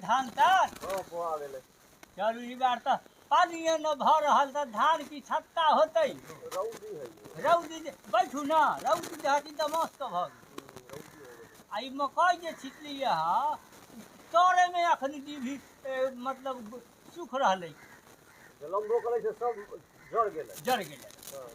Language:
Maithili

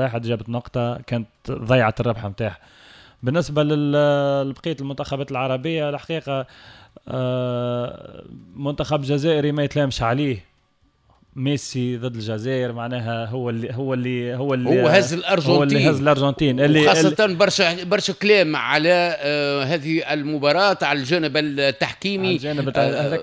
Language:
Tunisian Arabic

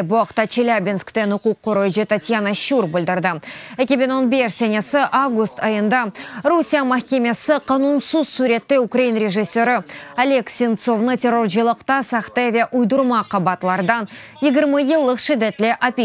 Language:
Crimean Tatar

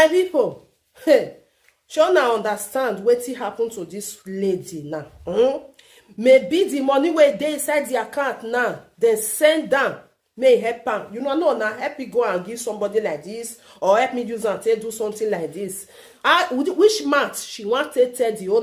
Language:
Nigerian Pidgin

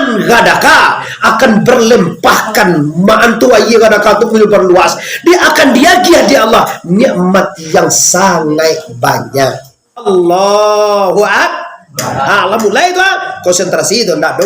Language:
Minangkabau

